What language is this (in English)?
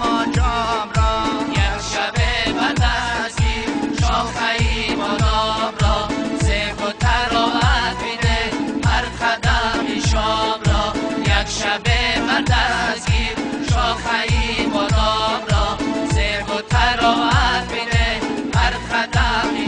Tajik